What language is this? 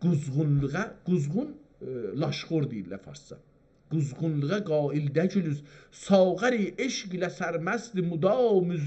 South Azerbaijani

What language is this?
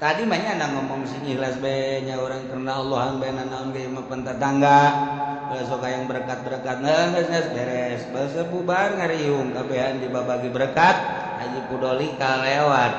Sundanese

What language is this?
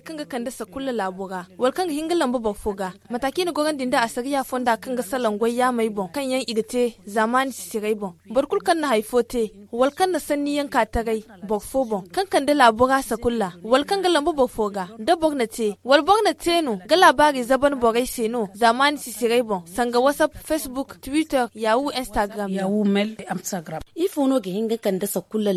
Zarma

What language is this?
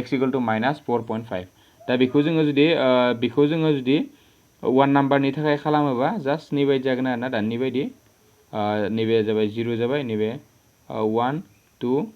Bodo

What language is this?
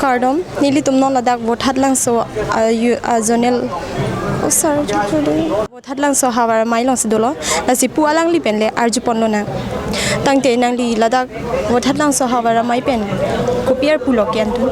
Karbi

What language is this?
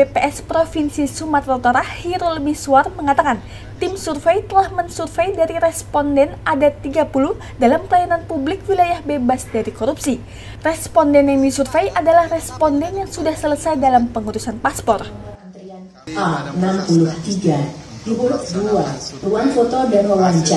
Indonesian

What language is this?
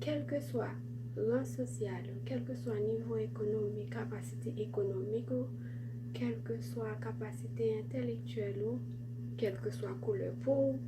Haitian Creole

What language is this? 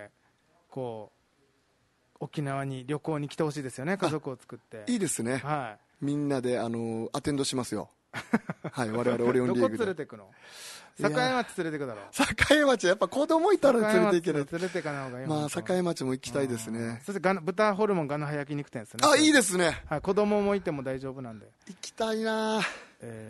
Japanese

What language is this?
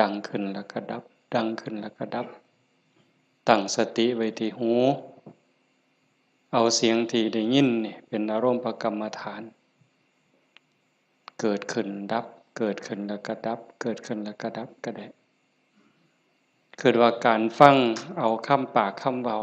Lao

